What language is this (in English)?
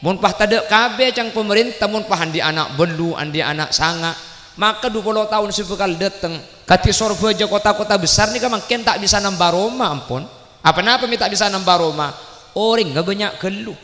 Madurese